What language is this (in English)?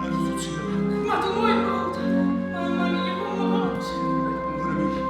Neapolitan